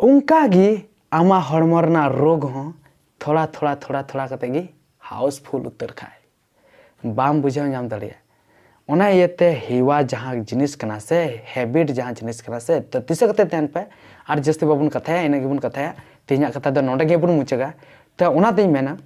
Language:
Santali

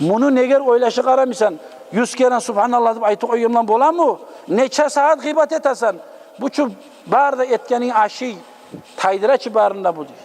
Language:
Kumyk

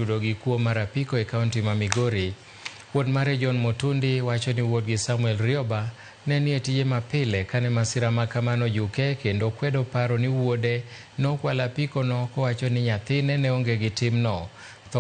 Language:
Luo (Kenya and Tanzania)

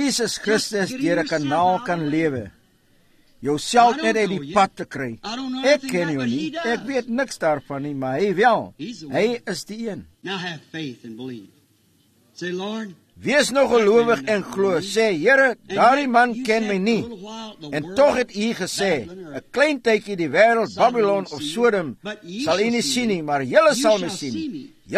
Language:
Afrikaans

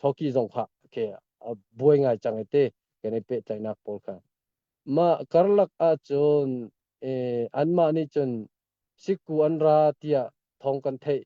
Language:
Hakha Chin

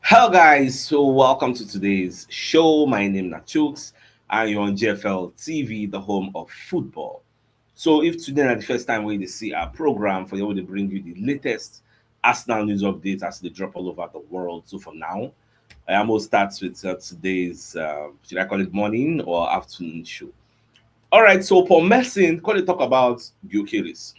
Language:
Nigerian Pidgin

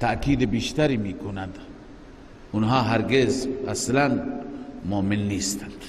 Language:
Persian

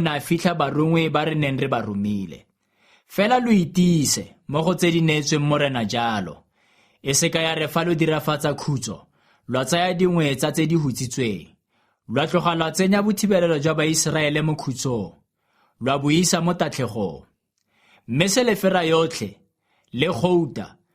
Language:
Tswana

